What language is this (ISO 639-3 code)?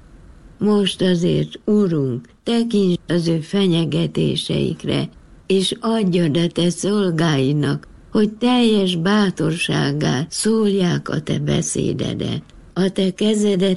hun